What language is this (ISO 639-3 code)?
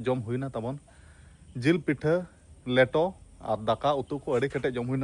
sat